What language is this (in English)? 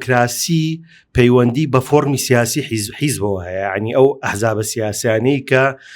Central Kurdish